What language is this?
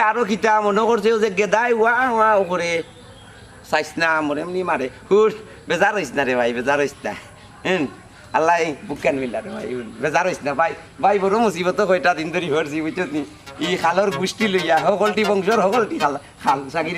Sylheti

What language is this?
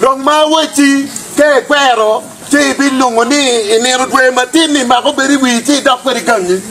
Acoli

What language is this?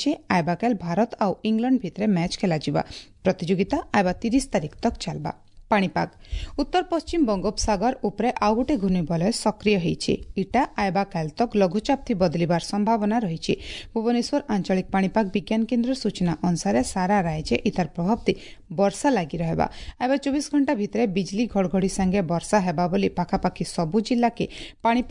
Odia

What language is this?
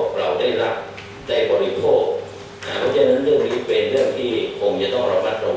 Thai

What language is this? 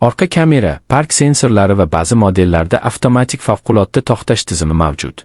Uzbek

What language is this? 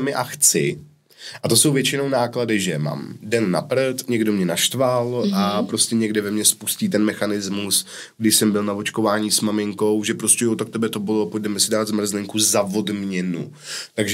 Czech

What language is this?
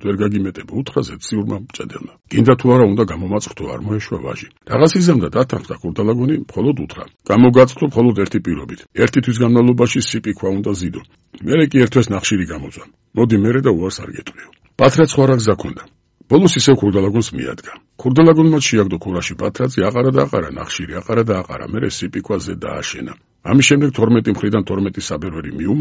Georgian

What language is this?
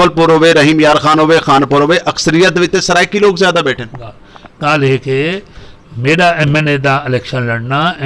Saraiki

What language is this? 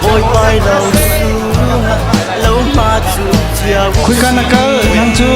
Falam Chin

